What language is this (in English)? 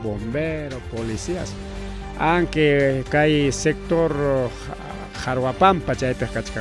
Ayacucho Quechua